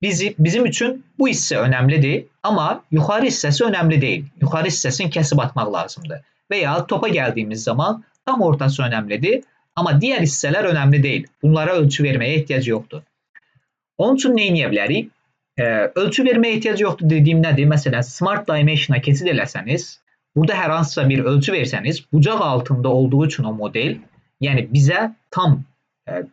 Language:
Azerbaijani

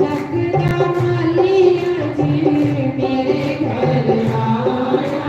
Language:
Dogri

